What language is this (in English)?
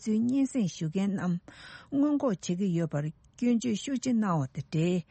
Tibetan